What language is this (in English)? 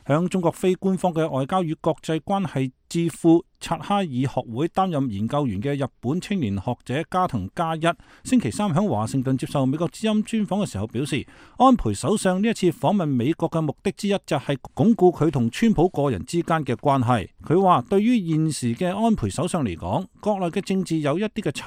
Cantonese